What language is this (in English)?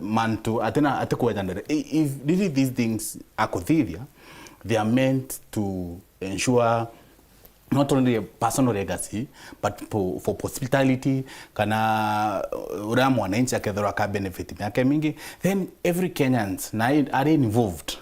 Meru